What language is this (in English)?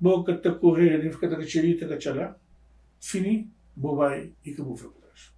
Kabuverdianu